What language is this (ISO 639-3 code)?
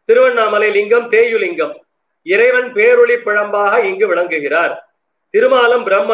tam